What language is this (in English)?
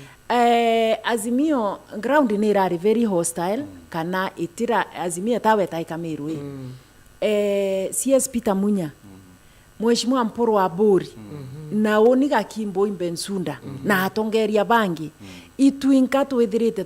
Meru